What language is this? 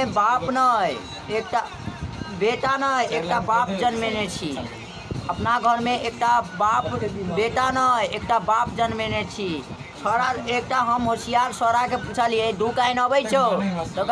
Maithili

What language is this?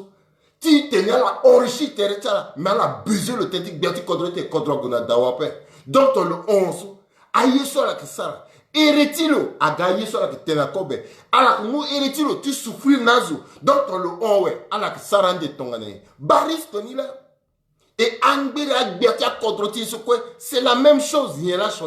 Sango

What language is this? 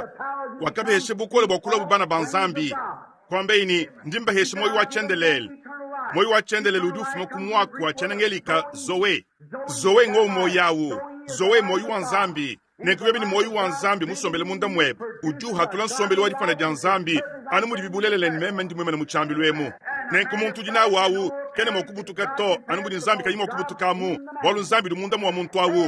Luba-Lulua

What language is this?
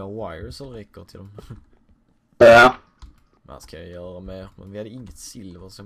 Swedish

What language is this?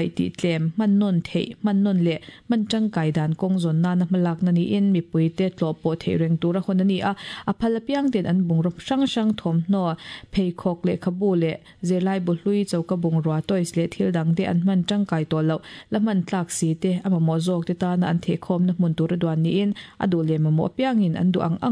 Mizo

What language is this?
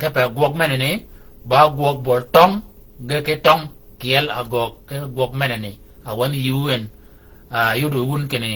Shilluk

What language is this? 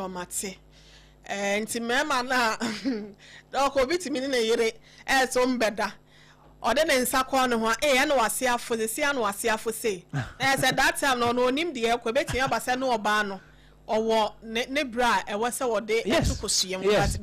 Akan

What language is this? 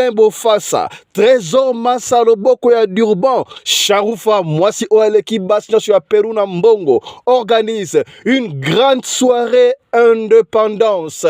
Lingala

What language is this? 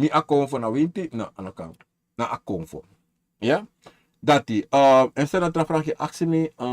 Sranan Tongo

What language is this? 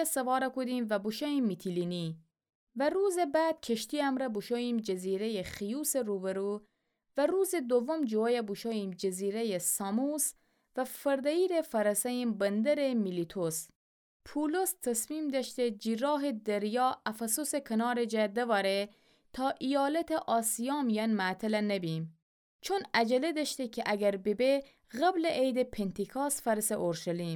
Gilaki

